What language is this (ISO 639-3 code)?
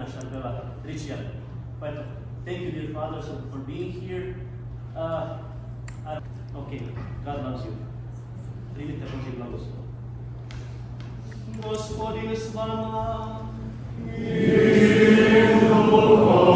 hrv